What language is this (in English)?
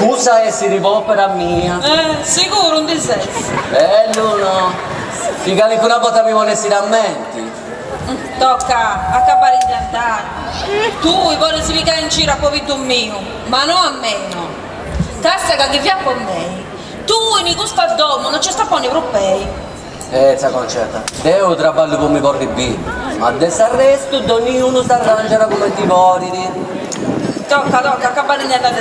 Sardinian